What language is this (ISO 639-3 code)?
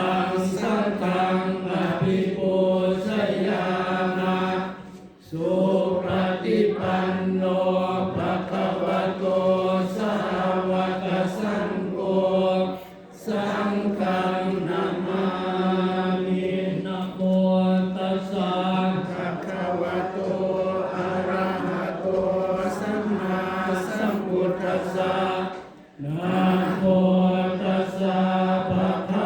pli